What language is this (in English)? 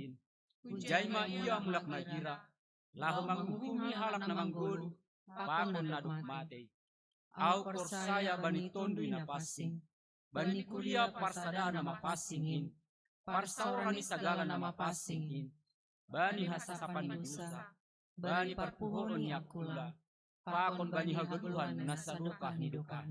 Batak Simalungun